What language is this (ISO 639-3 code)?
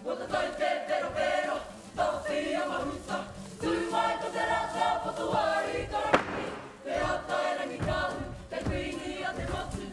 mri